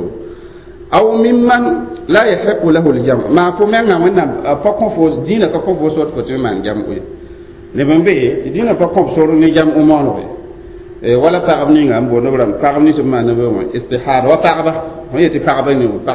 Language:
Mossi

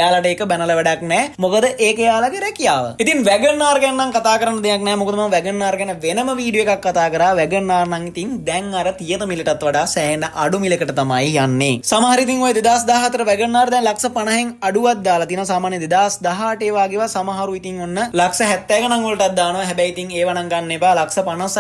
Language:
Sinhala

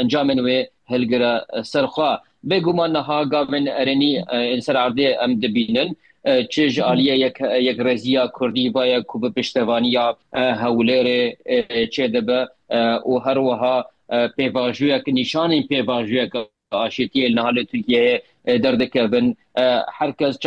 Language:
Kurdish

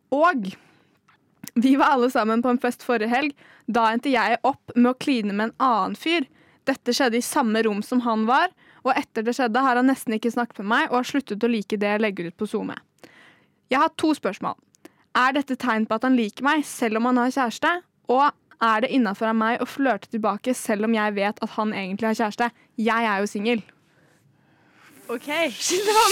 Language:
Norwegian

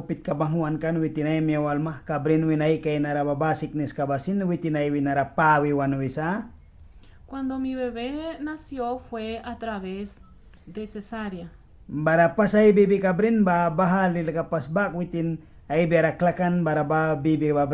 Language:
Mískito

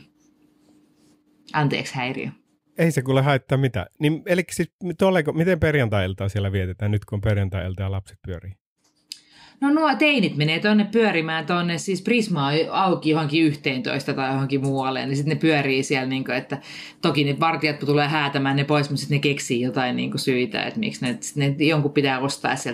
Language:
Finnish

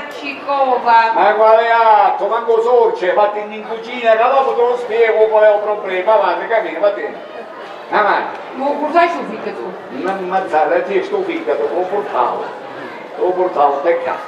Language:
Sicilian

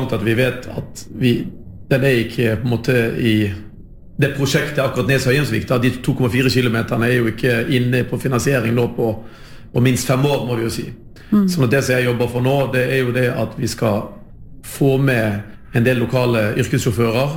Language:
Norwegian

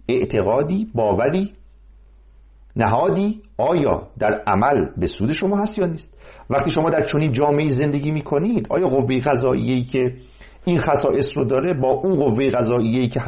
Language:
Persian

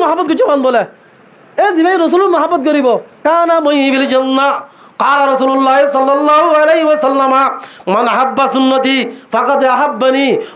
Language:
Rohingya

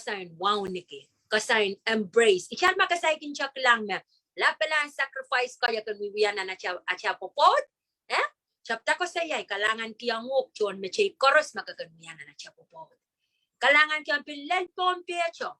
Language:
Pohnpeian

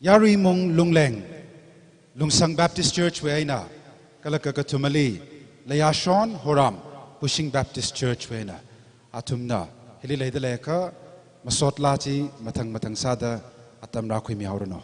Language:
Tangkhul Naga (India)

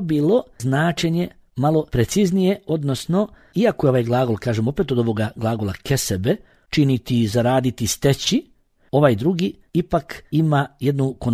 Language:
Bosnian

